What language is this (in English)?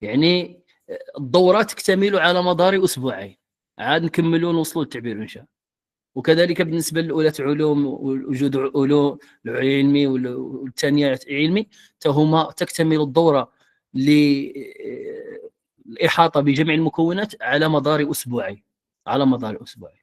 Moroccan Arabic